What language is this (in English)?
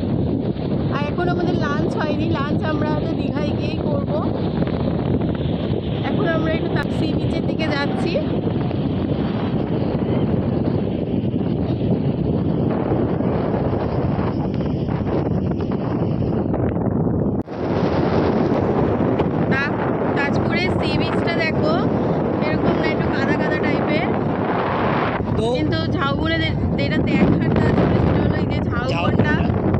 Bangla